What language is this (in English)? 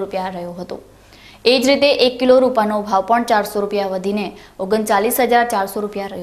Gujarati